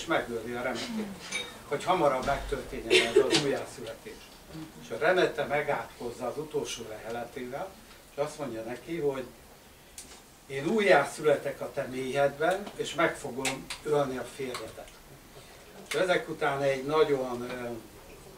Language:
Hungarian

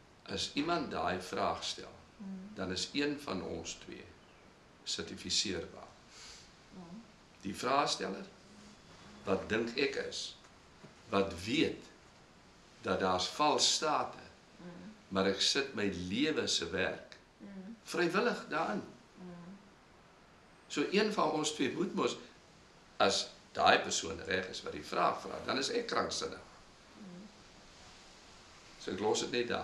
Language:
Afrikaans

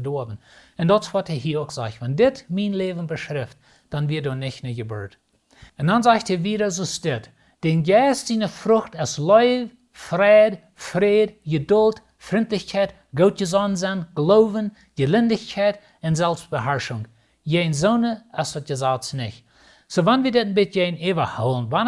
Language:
Plautdietsch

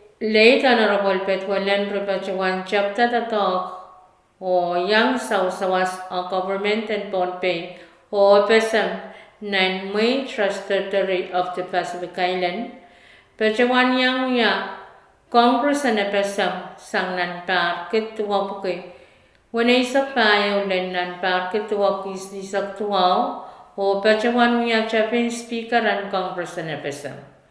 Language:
Pohnpeian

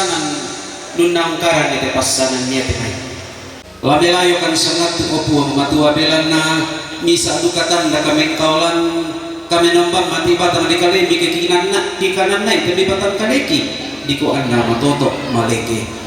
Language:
Toraja-Sa'dan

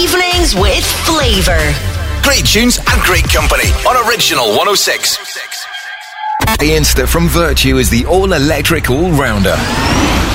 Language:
English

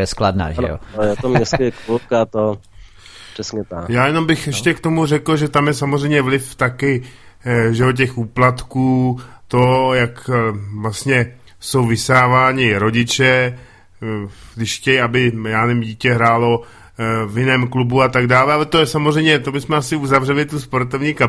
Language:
Czech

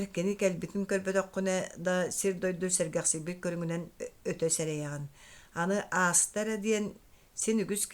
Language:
Yakut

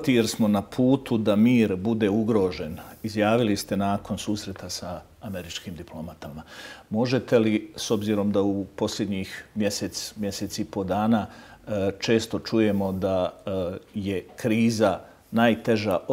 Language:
Bosnian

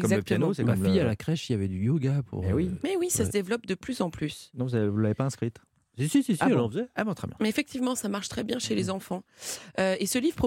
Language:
French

